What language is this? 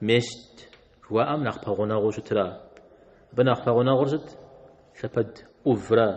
Kabardian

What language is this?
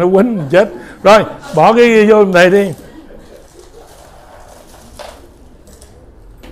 Vietnamese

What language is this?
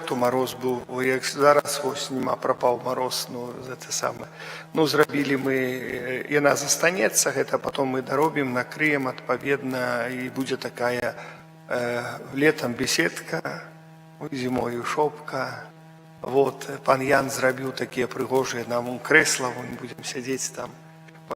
Belarusian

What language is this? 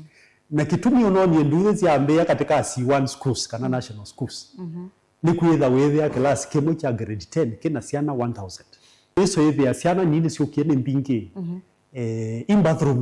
Kamba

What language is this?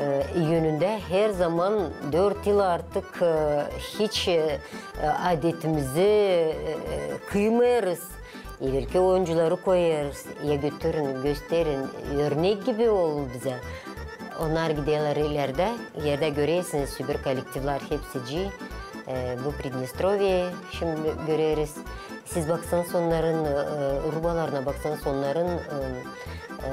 Gagauz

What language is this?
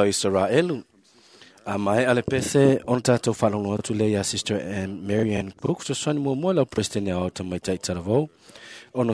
Samoan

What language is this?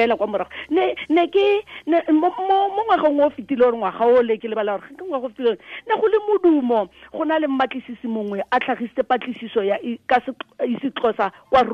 Tswana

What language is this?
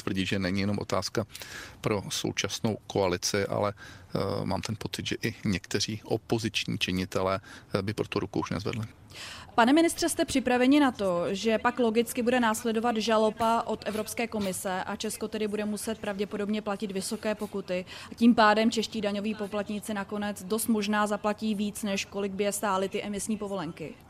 Czech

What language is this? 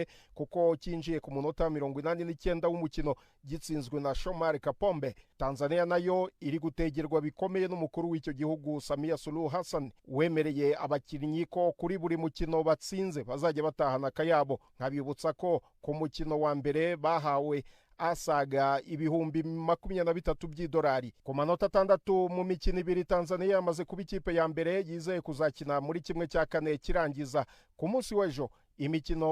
Kinyarwanda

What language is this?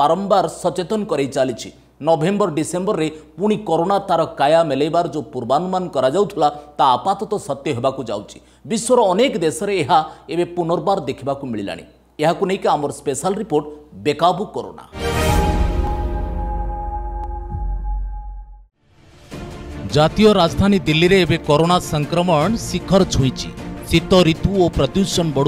Odia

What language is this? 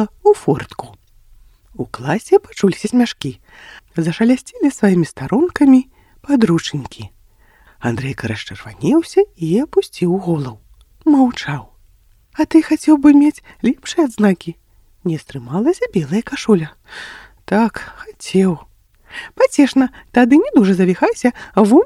Belarusian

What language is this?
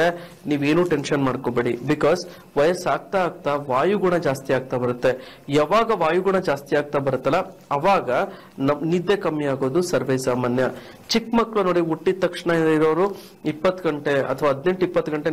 Kannada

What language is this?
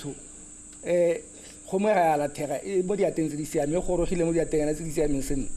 Tswana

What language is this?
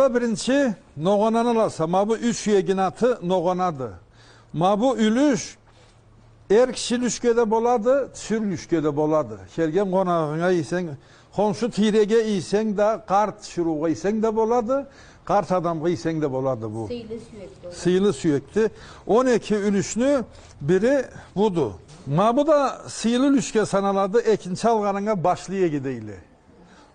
Karachay-Balkar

